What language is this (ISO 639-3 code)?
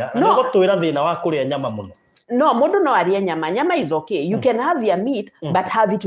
kik